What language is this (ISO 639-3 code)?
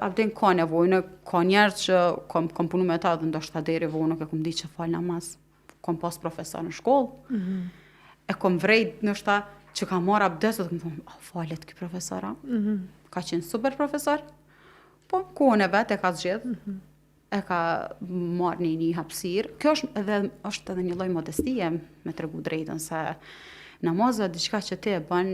sqi